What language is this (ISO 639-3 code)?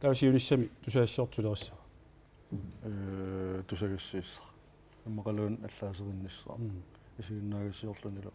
kal